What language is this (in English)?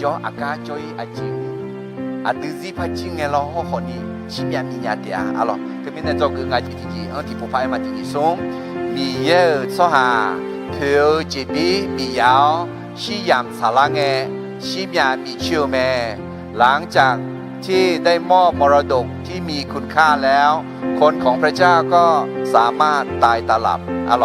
Akha